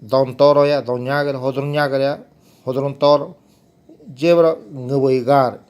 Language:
Ngäbere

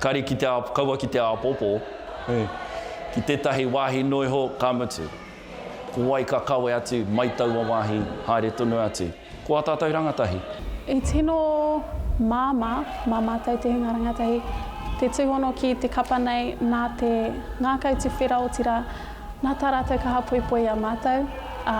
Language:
Māori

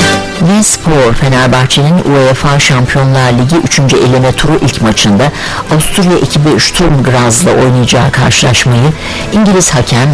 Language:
Turkish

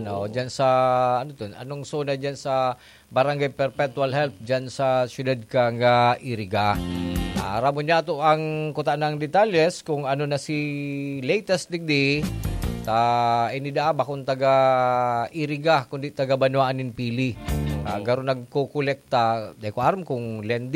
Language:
Bikol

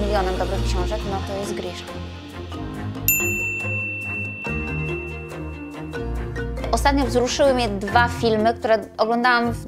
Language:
Polish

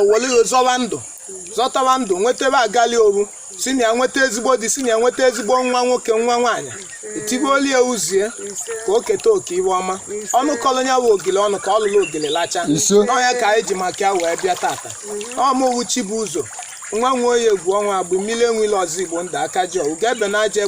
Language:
Igbo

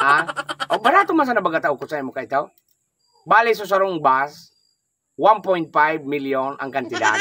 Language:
Bikol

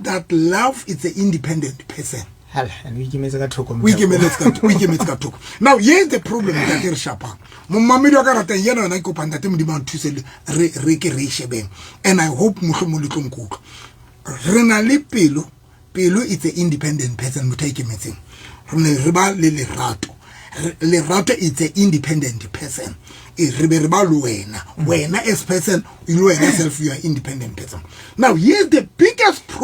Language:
Southern Sotho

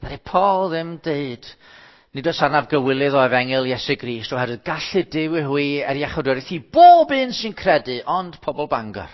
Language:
Welsh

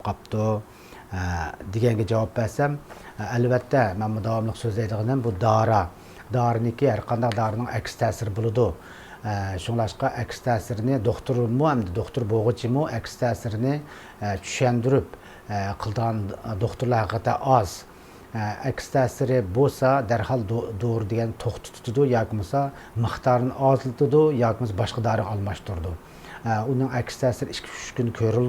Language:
Uyghur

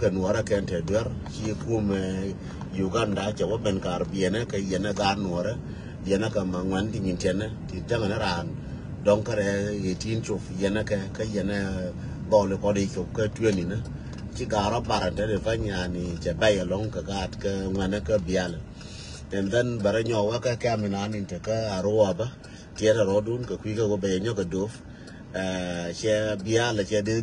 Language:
Nuer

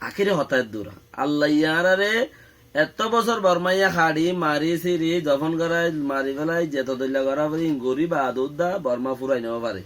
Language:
Rohingya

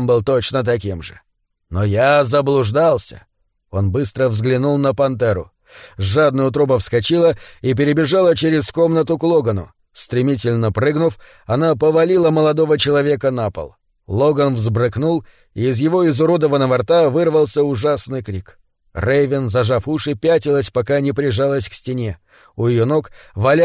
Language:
Russian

